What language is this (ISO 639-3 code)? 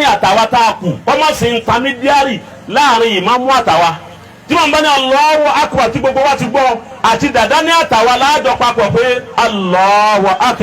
yor